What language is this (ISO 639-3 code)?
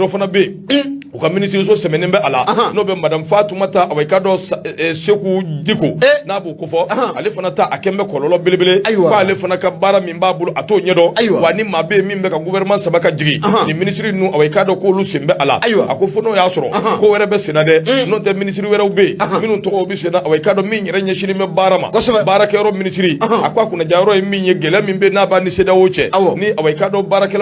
bam